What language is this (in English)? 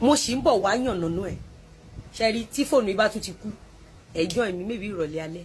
Yoruba